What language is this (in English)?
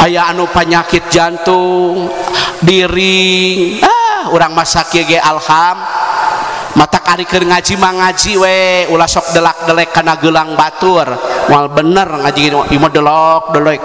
Sundanese